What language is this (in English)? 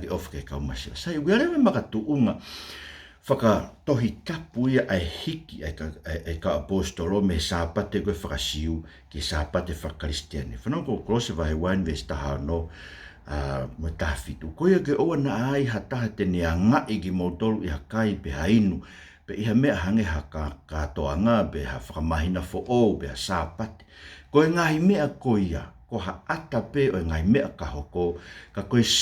Tongan